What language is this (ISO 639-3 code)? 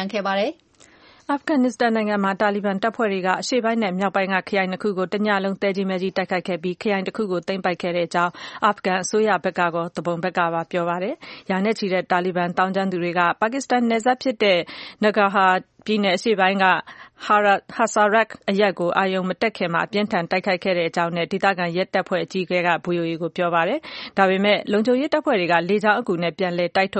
mya